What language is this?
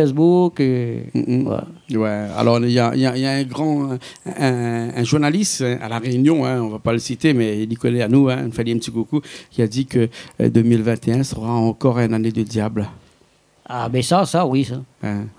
Réunion Creole French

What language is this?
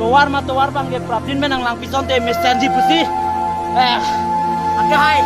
Karbi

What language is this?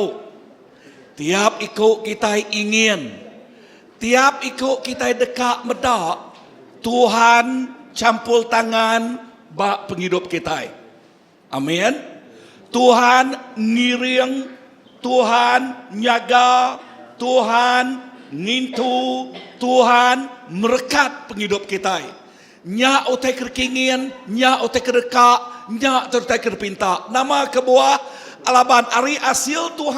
Iban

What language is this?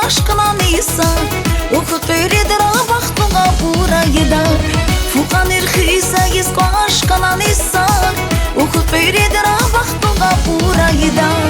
Tabassaran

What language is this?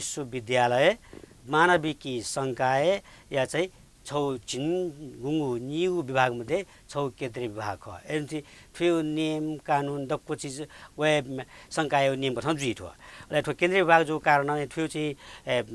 Newari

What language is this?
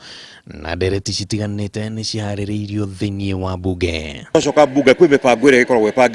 Kikuyu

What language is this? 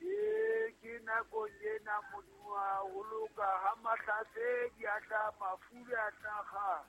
Southern Sotho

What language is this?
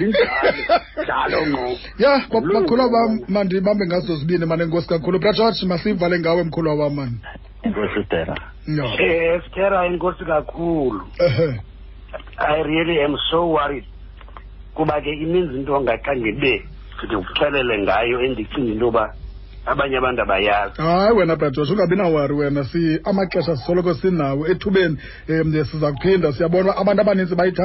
Xhosa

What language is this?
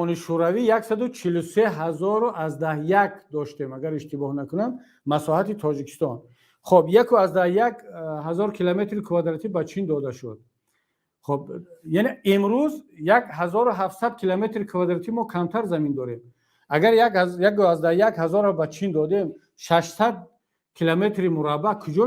Tajik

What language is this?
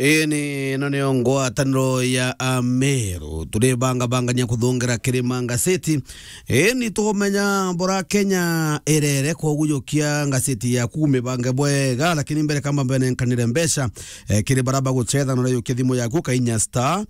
Meru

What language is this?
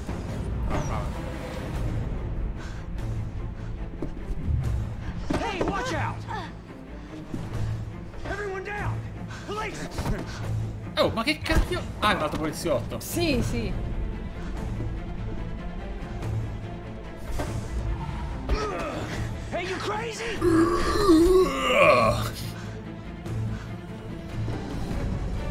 Italian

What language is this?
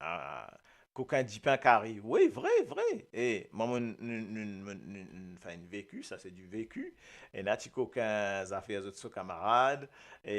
Morisyen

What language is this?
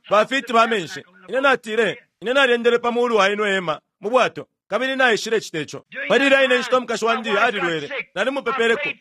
Bemba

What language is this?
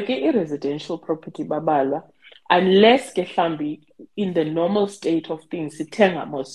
Xhosa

